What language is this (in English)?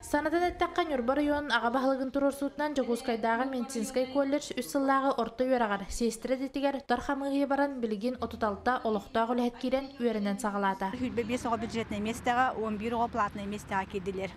Yakut